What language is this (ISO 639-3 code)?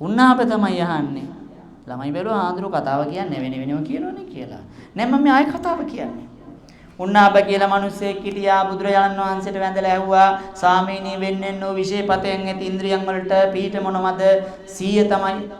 sin